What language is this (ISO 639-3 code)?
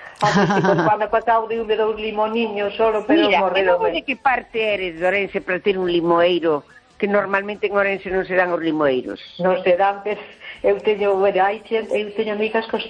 glg